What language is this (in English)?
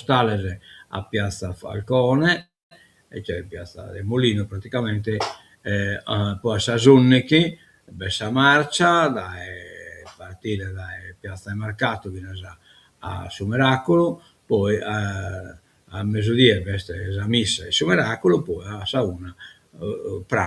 Sardinian